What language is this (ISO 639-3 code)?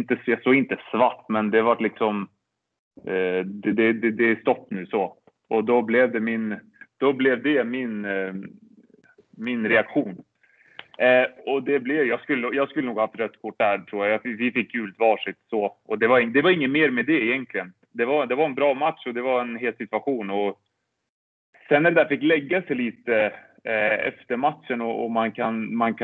swe